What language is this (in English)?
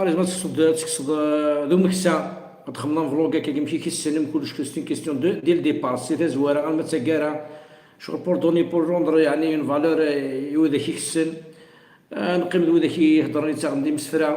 Kabyle